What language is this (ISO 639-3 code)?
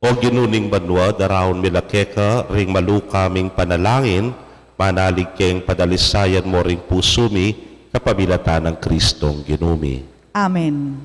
pam